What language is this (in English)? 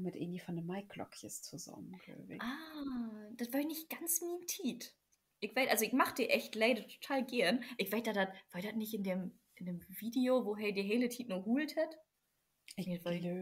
Low German